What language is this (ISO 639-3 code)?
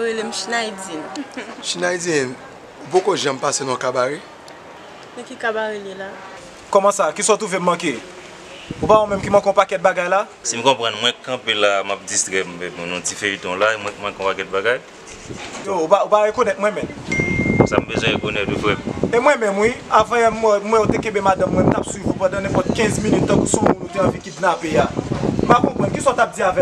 hat